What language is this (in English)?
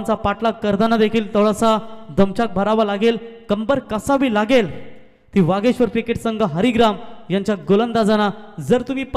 Marathi